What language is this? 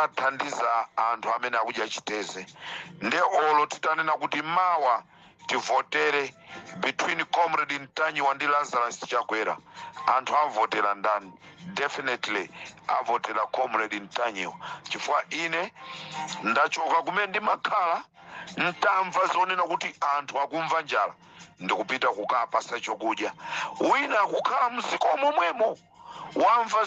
Nyanja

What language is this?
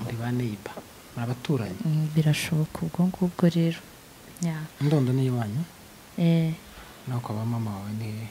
Kinyarwanda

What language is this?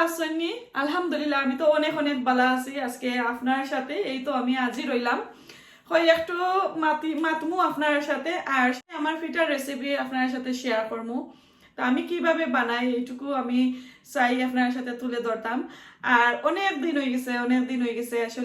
Sylheti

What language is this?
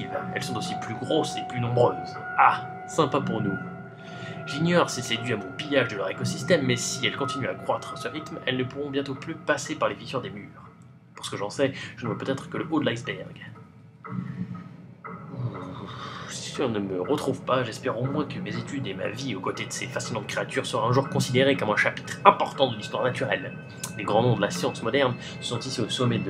French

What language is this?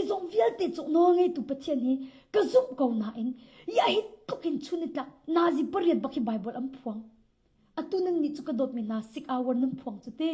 Hakha Chin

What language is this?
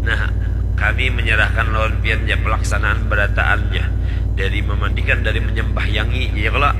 Banjar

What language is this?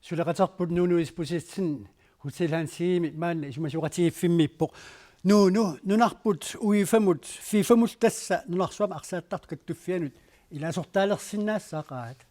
Kalaallisut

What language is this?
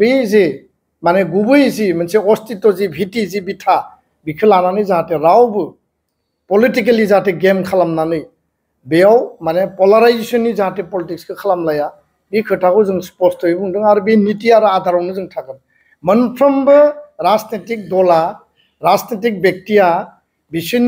Bodo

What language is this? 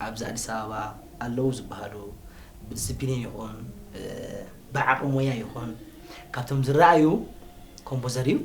Tigrinya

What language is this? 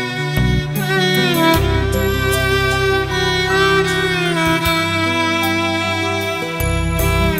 Malayalam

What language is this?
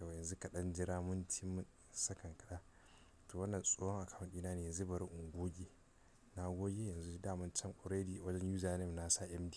Hausa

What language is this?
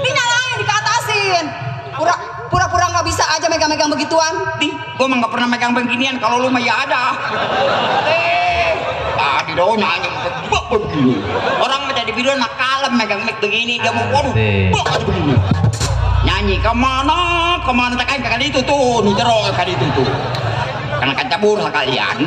Betawi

